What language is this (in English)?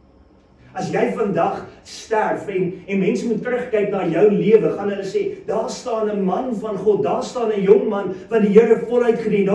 Afrikaans